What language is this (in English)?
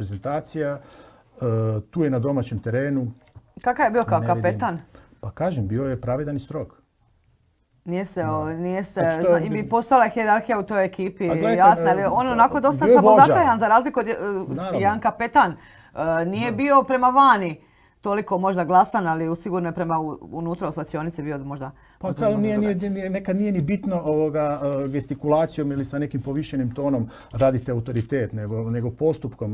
Croatian